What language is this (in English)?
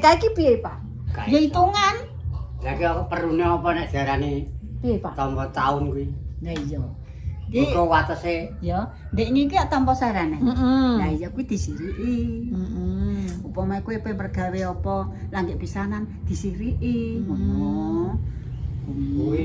Javanese